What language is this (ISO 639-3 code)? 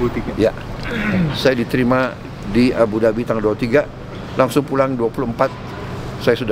ind